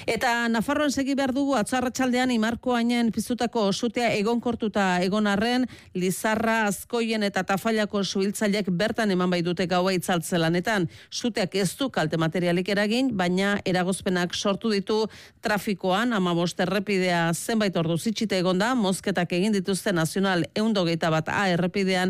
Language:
Basque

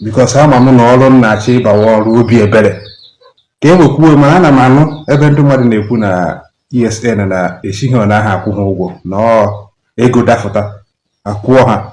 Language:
Igbo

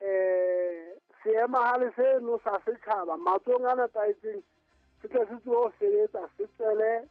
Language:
Southern Sotho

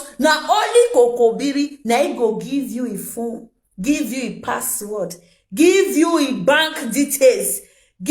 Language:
Nigerian Pidgin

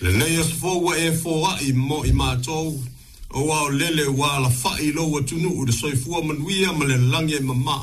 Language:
Samoan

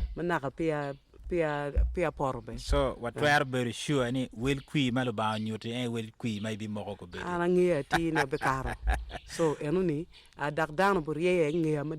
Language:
Acoli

